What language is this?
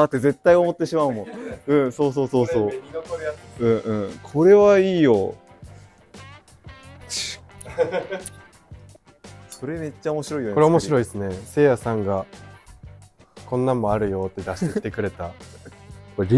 Japanese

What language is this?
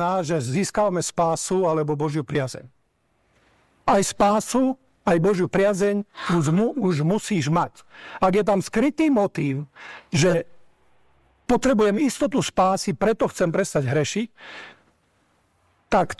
Slovak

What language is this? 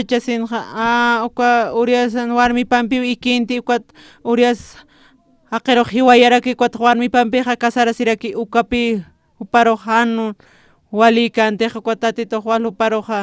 Aymara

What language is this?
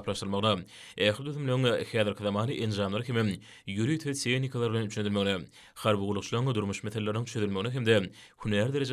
Turkmen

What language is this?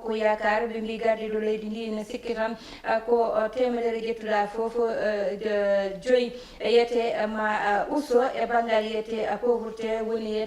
Fula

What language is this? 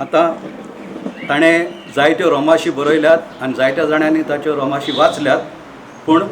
Konkani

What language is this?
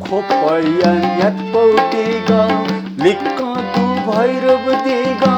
Newari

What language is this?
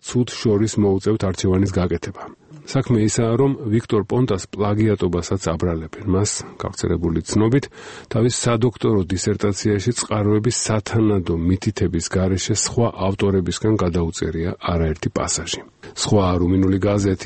Georgian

